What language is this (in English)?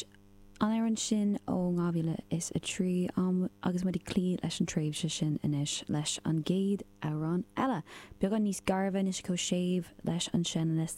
Irish